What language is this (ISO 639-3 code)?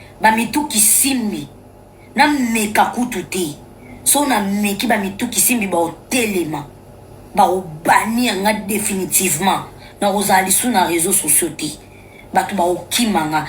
lin